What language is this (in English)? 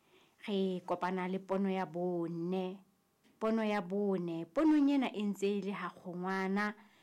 Southern Sotho